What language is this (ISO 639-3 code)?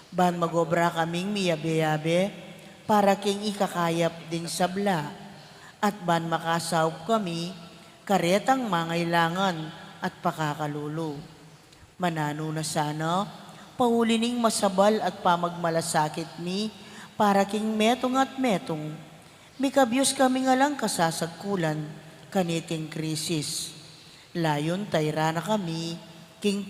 pam